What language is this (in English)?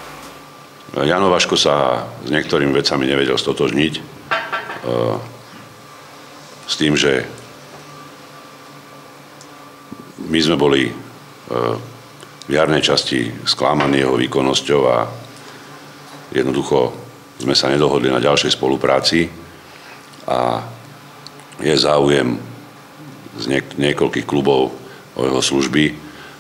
Slovak